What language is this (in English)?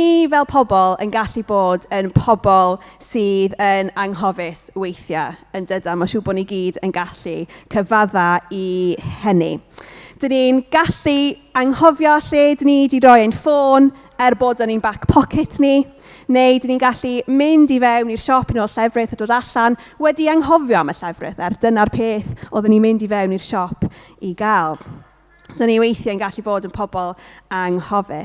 Welsh